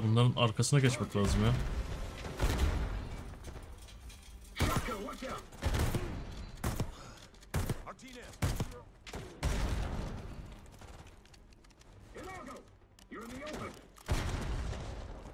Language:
Turkish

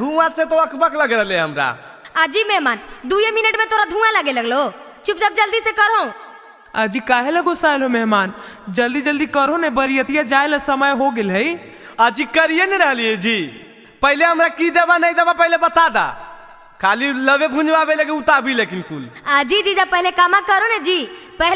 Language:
Magahi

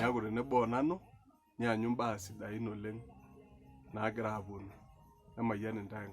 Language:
Masai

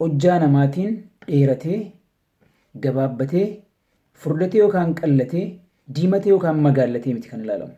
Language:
Oromo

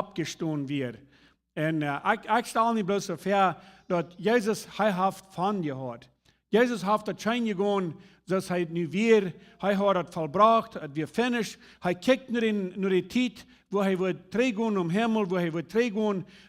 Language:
Plautdietsch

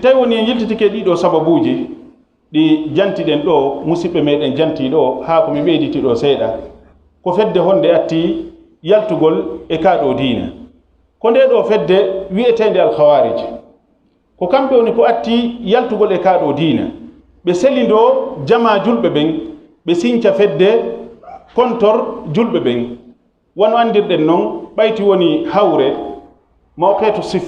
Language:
Fula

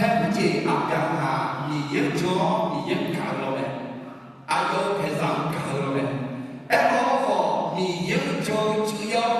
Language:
Akha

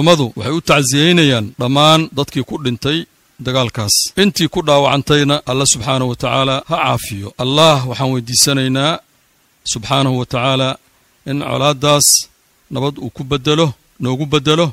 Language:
Somali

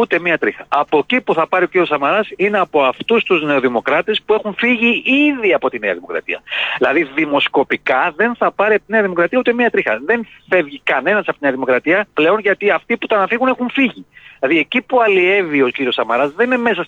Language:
Greek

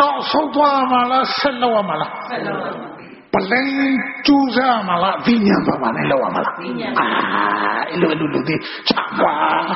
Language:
Burmese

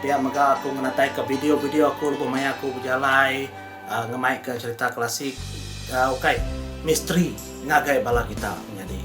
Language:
Iban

